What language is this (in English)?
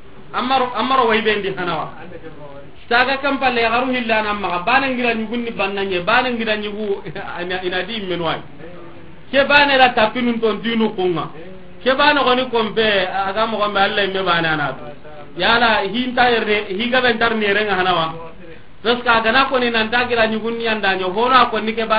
Soninke